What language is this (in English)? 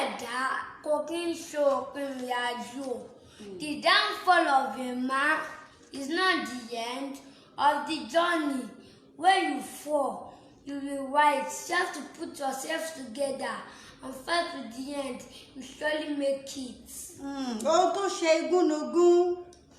Yoruba